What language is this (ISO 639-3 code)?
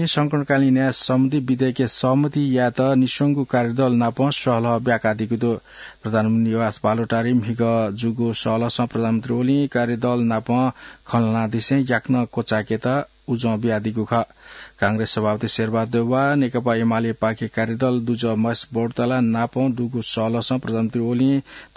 new